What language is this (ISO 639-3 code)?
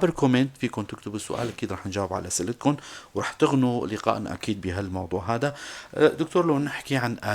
apc